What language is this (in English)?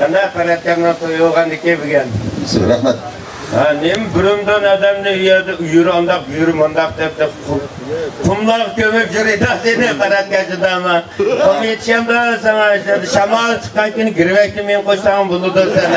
Uyghur